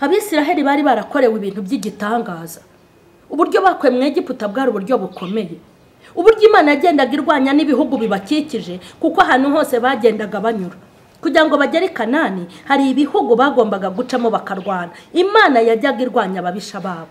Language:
Kinyarwanda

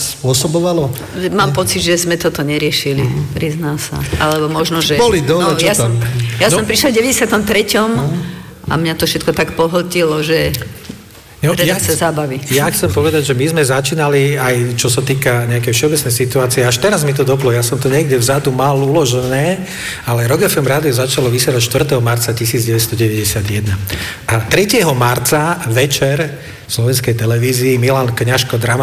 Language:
Slovak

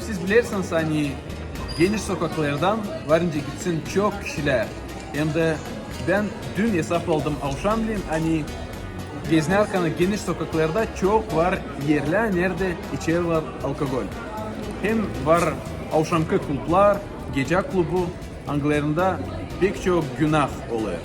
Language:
Gagauz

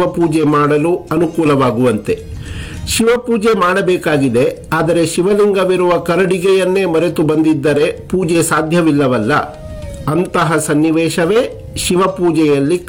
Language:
Kannada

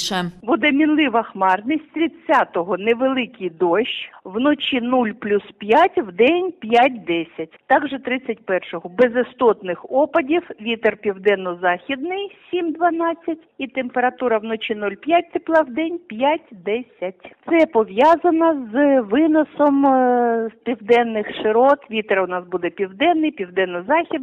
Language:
Ukrainian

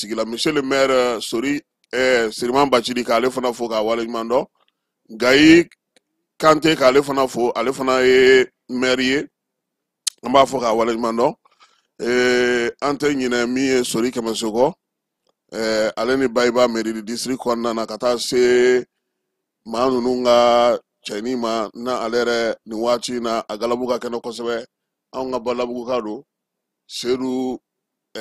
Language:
Bambara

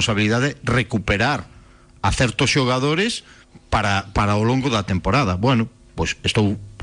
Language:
Galician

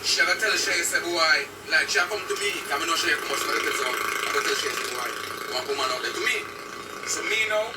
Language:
Jamaican Creole English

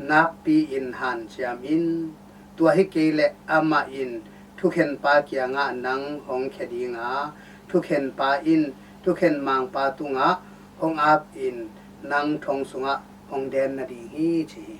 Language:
Tedim Chin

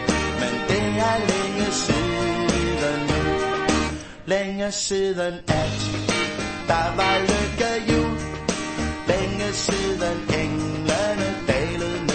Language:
Danish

